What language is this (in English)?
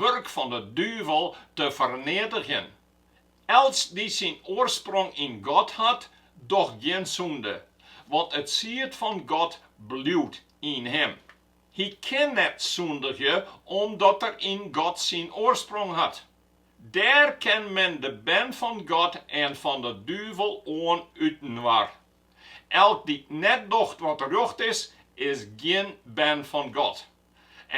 Western Frisian